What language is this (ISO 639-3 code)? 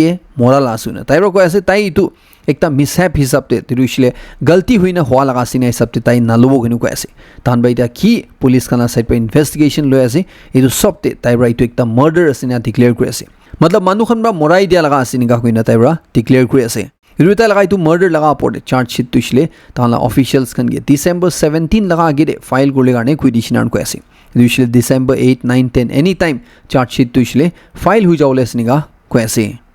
nag